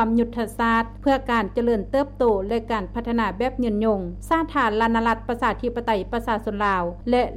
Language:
Lao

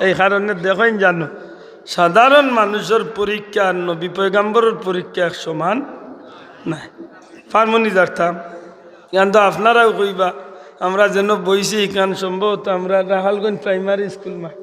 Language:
Sylheti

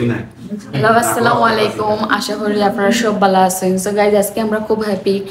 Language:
Sylheti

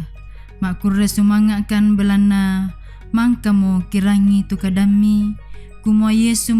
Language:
Toraja-Sa'dan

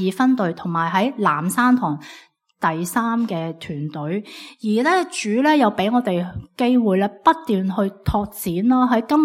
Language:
Cantonese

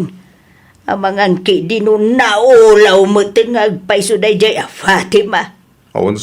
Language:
Iloko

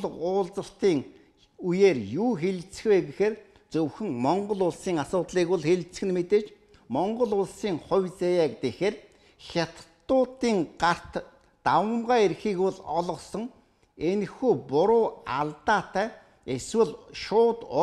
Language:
Mongolian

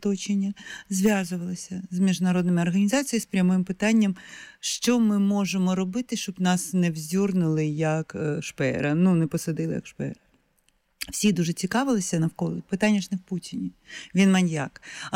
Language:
Ukrainian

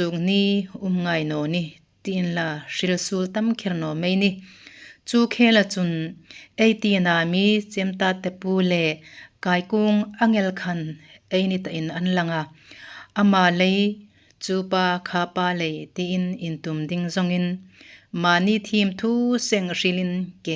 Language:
Hmar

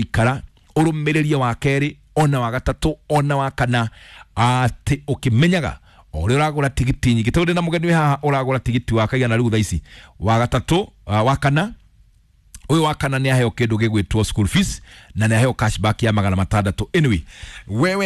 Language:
Kikuyu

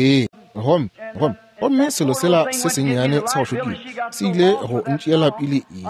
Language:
Northern Sotho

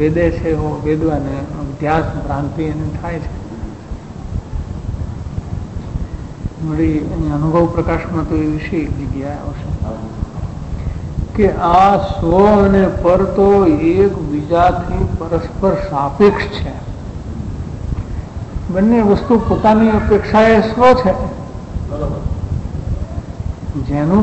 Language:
Gujarati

